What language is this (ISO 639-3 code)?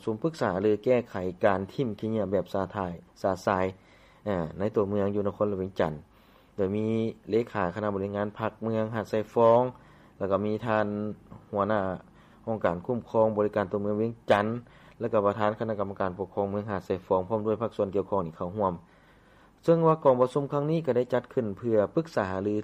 lao